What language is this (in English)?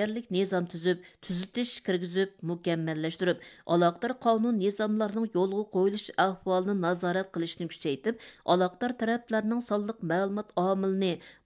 Uyghur